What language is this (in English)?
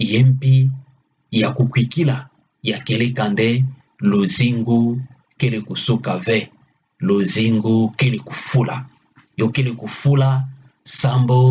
Kituba (Democratic Republic of Congo)